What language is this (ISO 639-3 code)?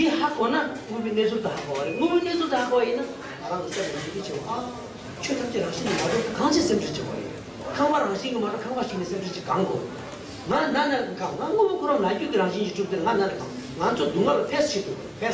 bod